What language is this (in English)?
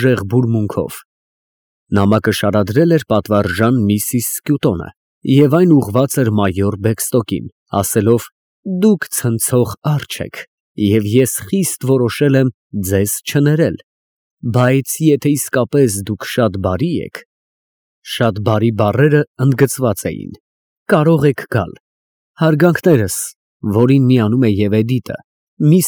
Armenian